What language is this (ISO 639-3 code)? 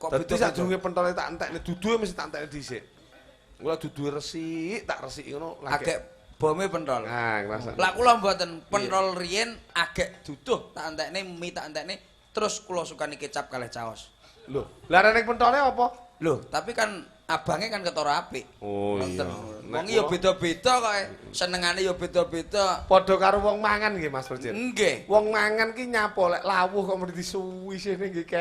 jav